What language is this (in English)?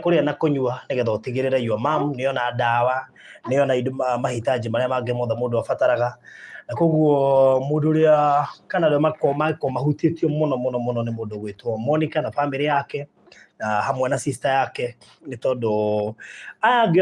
Kikuyu